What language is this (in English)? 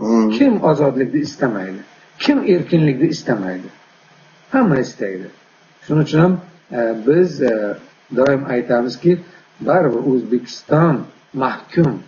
Uzbek